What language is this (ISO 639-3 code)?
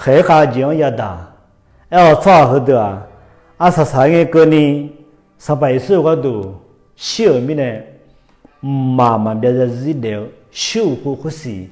ahk